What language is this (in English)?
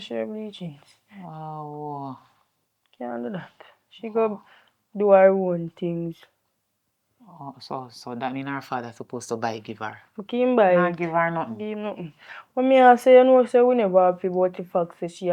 Jamaican Creole English